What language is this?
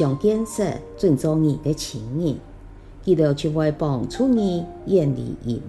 Hakka Chinese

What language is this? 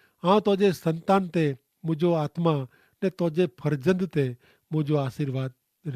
Kachhi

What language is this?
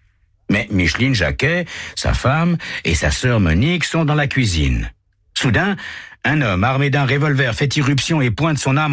French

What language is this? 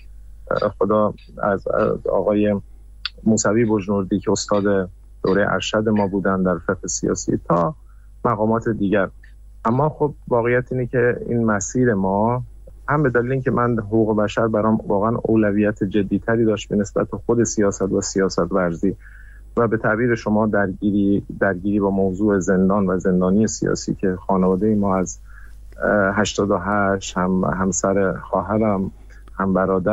Persian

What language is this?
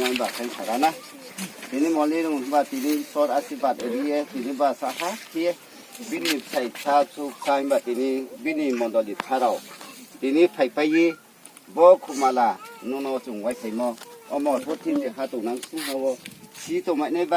Riang (India)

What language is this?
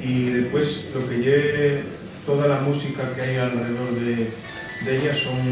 Asturian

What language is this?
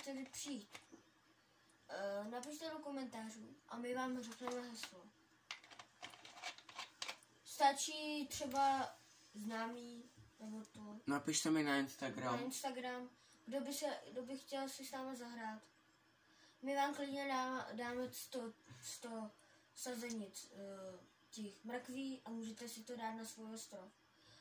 Czech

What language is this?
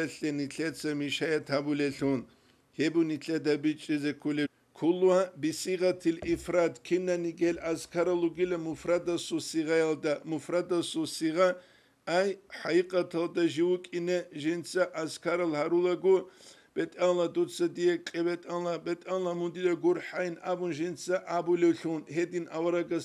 Avaric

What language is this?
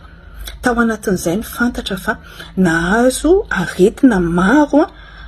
Malagasy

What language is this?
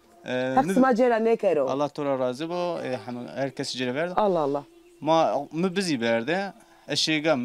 Zaza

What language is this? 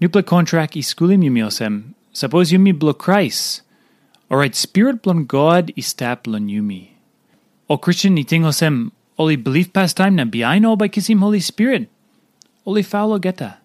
Tok Pisin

